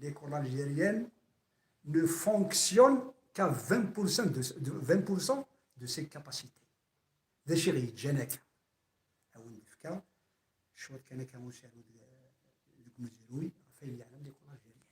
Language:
Kabyle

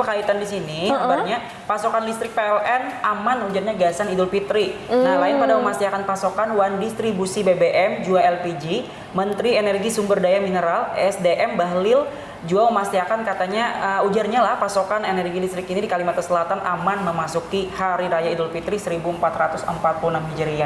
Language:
Banjar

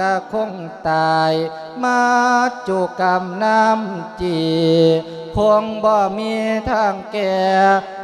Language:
Lao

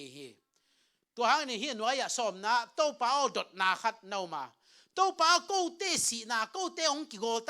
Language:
Tedim Chin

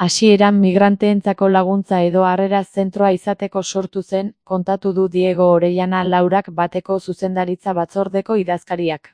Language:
Basque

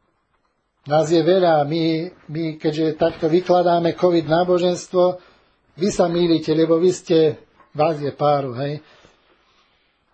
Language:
Slovak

